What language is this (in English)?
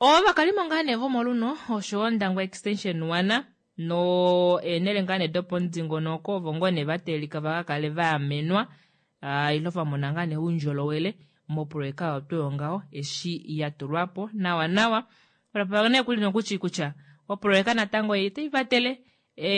Kuanyama